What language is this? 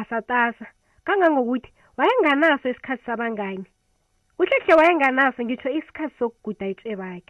South Ndebele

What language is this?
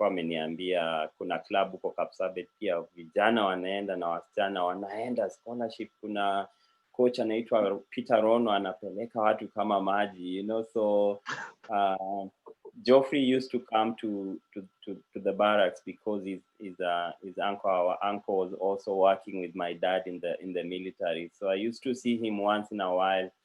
Kalenjin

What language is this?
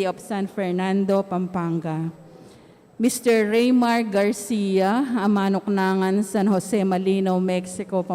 Pampanga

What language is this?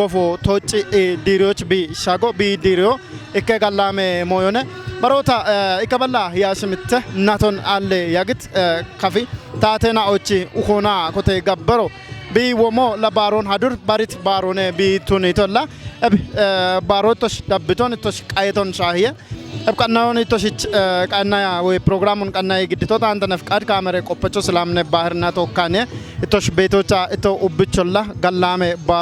Kafa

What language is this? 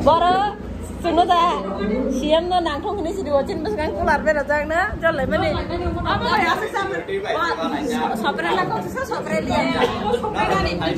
Kok Borok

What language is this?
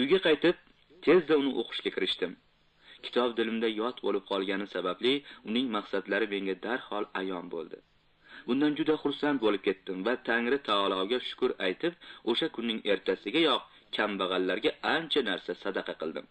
Uzbek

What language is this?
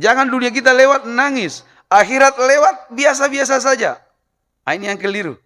Buginese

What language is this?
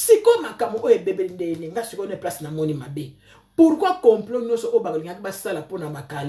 Lingala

